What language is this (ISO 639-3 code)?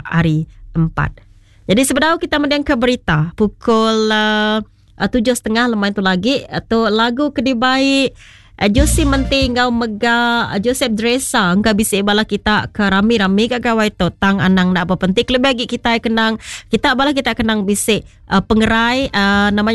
iba